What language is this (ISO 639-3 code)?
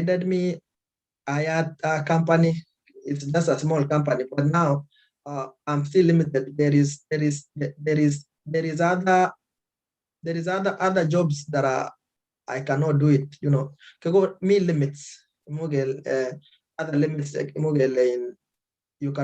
kln